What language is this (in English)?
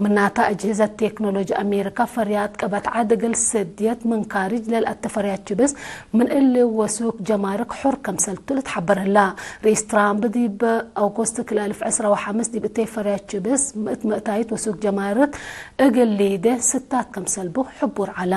Tigre